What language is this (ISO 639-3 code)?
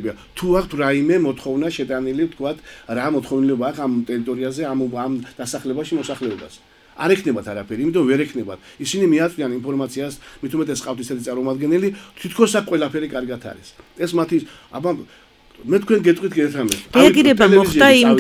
kat